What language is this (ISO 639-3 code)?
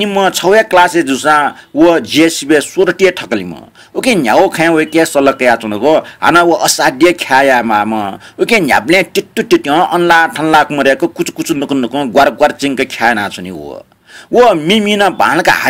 new